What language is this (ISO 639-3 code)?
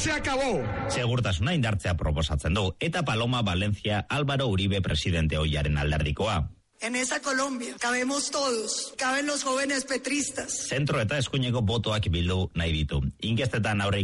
eus